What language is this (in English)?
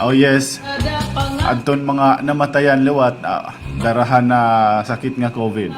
Waray